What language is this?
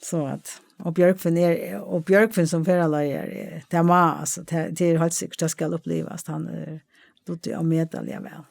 Faroese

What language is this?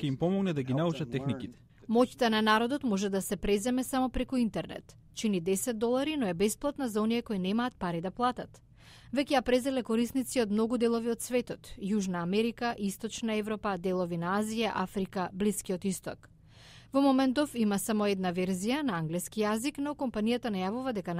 Macedonian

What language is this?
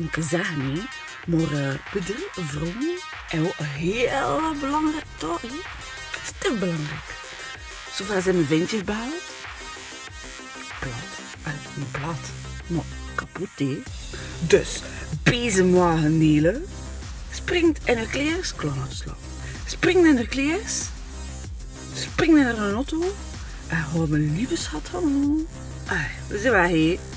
Dutch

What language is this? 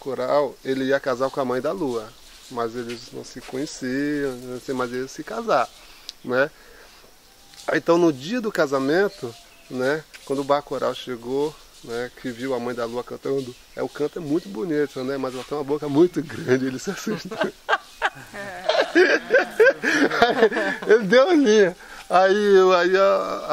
Portuguese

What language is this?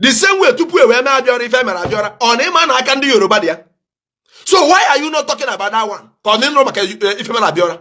Igbo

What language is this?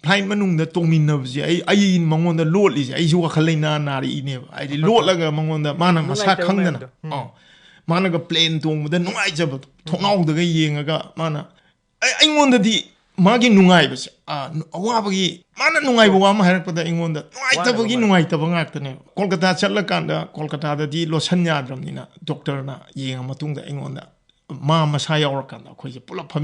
Manipuri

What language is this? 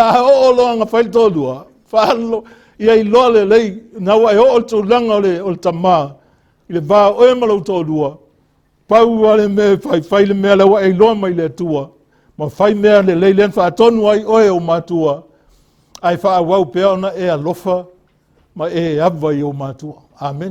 Samoan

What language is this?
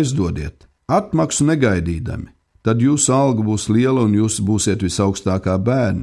Latvian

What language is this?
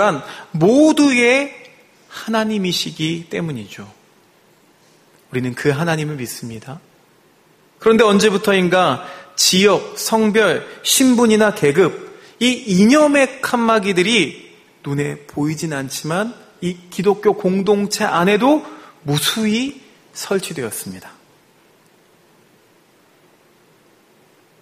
Korean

